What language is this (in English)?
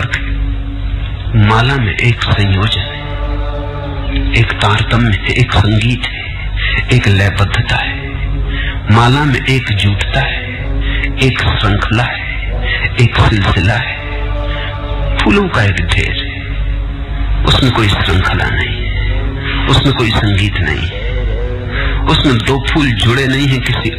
Hindi